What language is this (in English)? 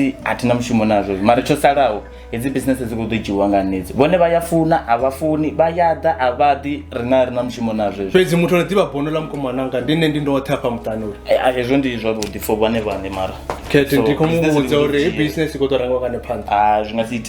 Venda